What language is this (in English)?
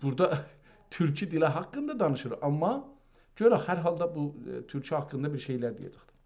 South Azerbaijani